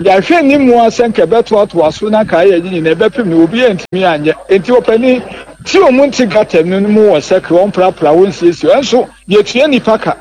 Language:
Akan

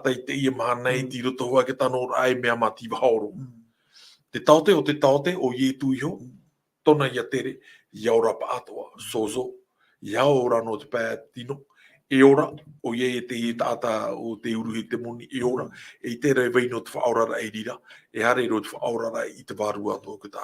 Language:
Tahitian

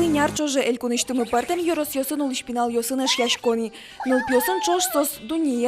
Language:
Udmurt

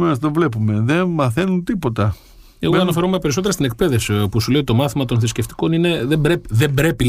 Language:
Greek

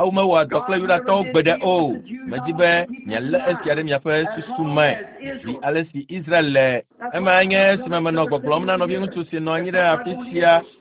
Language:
Ewe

